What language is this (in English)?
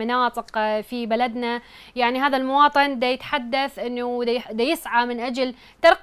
Mesopotamian Arabic